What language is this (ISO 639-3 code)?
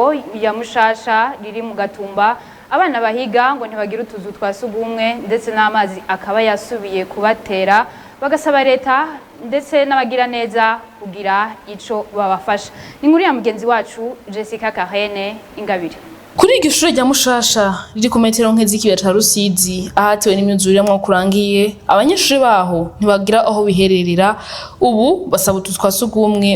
run